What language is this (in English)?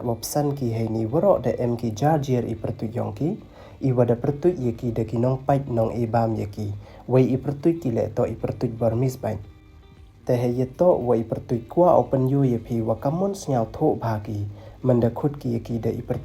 Pnar